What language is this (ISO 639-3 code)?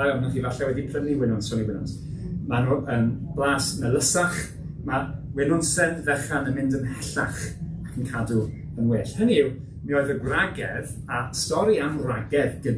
cym